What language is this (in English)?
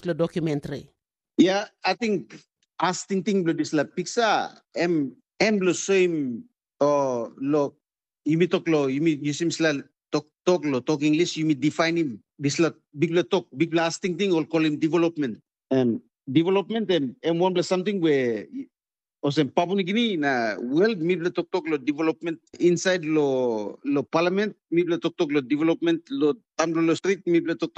Tok Pisin